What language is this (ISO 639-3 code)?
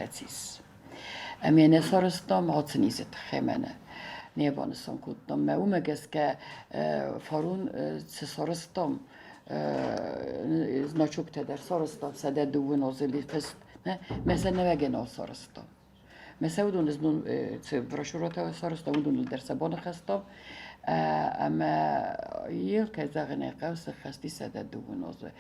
oss